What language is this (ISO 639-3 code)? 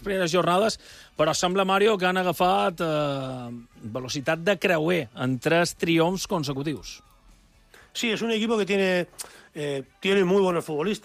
cat